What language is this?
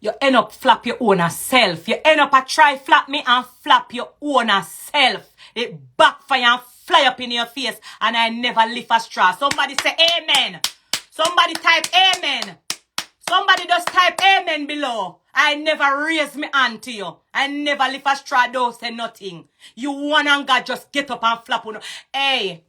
Jamaican Creole English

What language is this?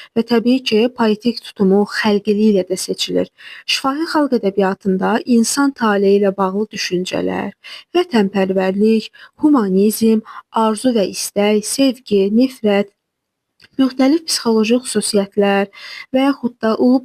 Azerbaijani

